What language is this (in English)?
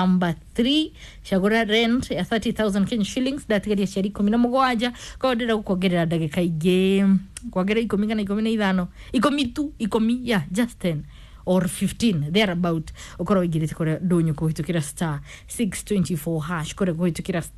Kikuyu